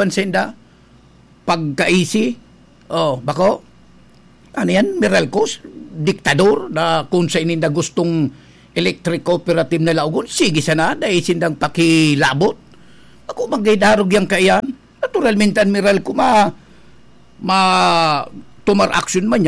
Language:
Bikol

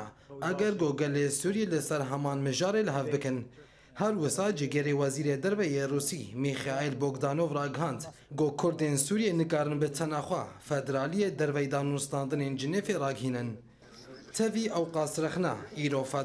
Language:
Kurdish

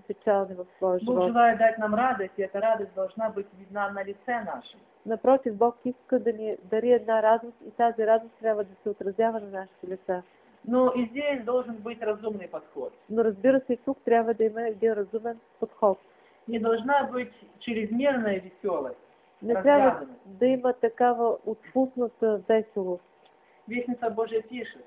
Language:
Bulgarian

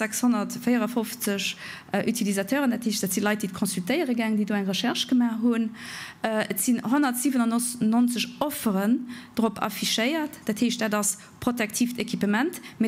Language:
Luxembourgish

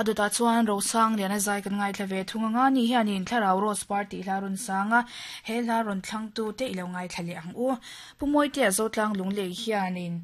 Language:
Mizo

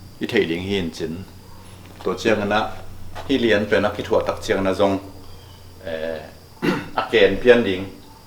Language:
Tedim Chin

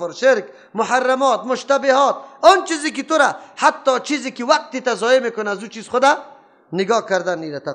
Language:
Persian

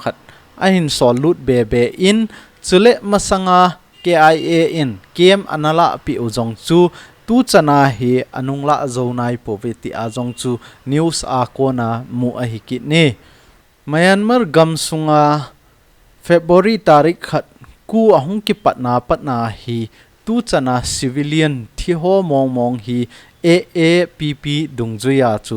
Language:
Thado Chin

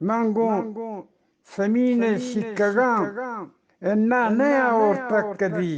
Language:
Eastern Balochi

